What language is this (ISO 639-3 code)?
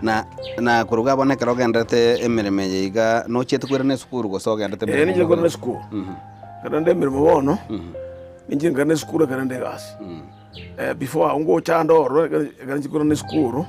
guz